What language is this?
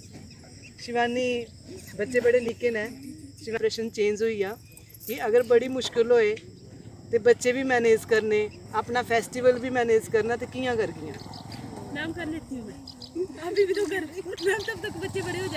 Dogri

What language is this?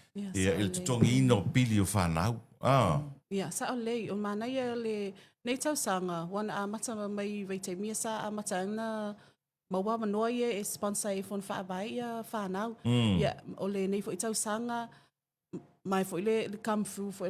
Samoan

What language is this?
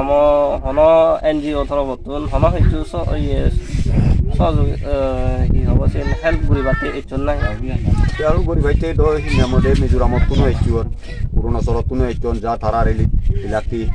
Chakma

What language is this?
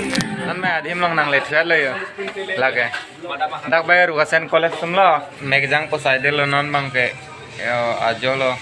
Karbi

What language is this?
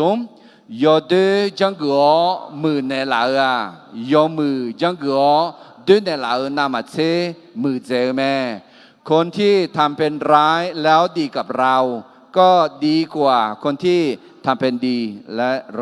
Akha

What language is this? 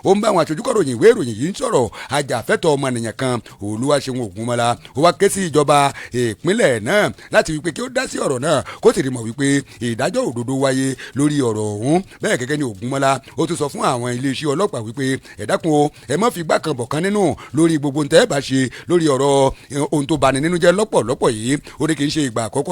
Yoruba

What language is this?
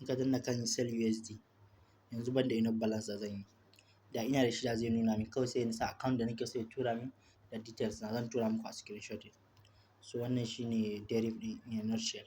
Hausa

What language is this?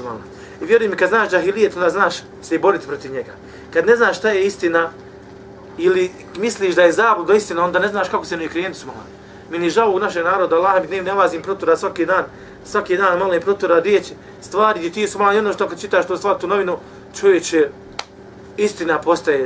Bosnian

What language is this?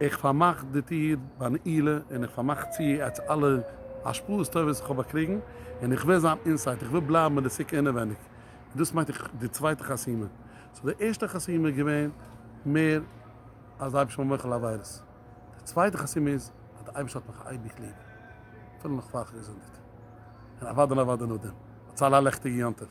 Yiddish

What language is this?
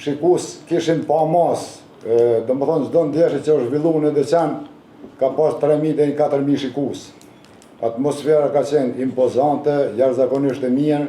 Albanian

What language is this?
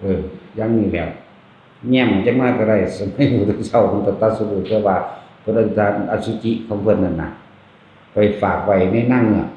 Northeastern Thai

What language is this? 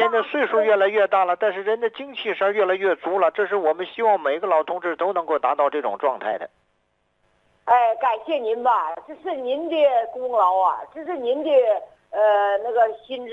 Chinese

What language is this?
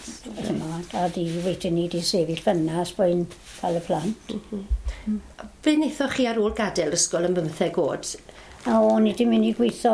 Welsh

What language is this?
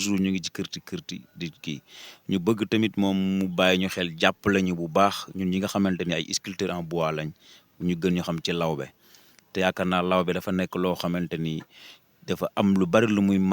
Wolof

